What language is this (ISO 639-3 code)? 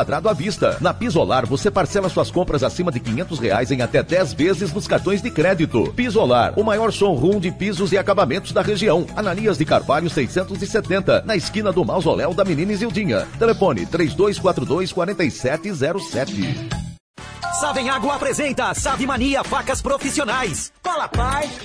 por